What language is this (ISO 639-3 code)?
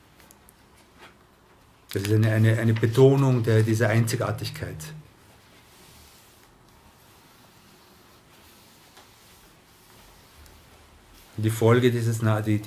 deu